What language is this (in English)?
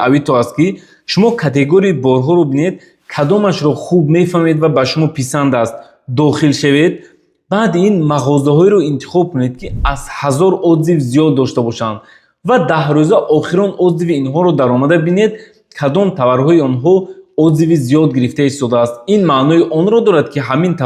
Tajik